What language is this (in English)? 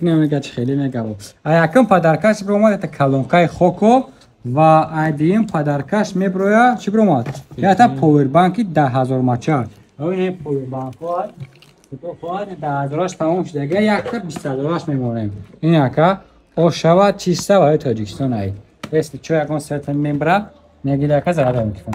Tajik